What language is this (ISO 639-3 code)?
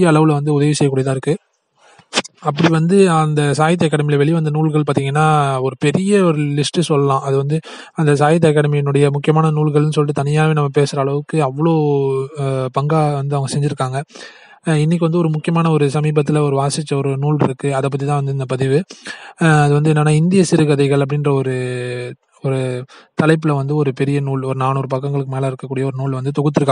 tam